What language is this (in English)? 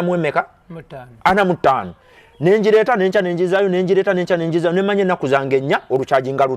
Ganda